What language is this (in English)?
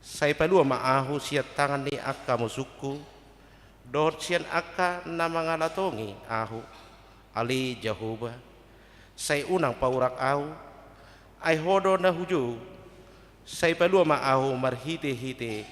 Batak Toba